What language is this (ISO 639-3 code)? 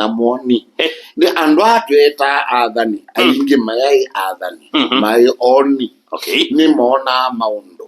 kam